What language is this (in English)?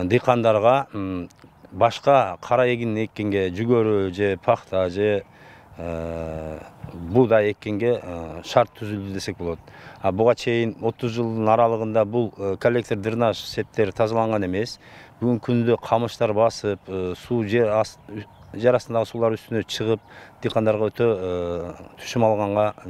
Kyrgyz